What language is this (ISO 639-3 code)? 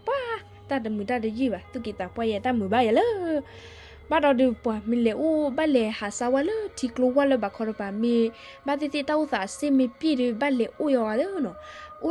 ksw